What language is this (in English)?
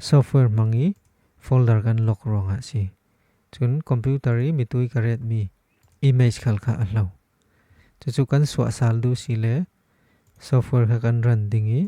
Falam Chin